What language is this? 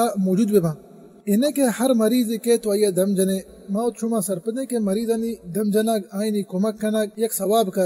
Baluchi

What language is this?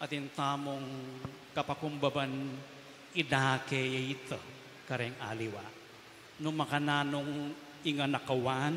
Pampanga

